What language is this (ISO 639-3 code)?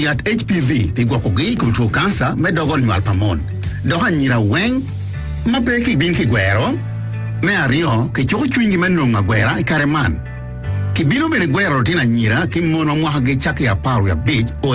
ach